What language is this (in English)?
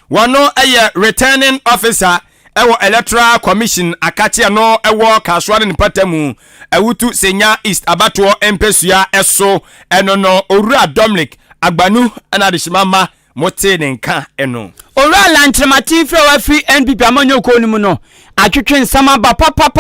Akan